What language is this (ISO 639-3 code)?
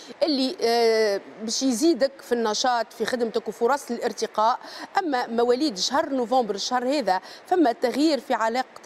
aeb